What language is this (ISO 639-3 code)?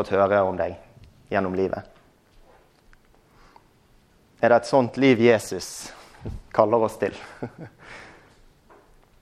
nor